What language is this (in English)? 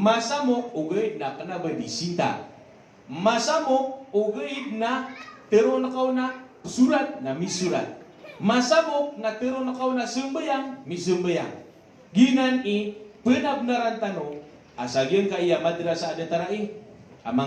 Maranao